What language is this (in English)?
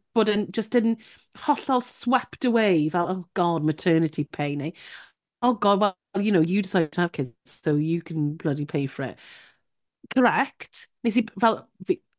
Welsh